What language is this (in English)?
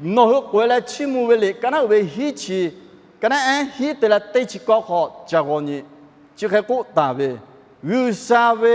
Lahu